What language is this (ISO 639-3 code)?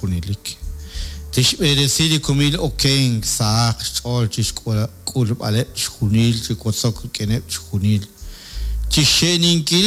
kek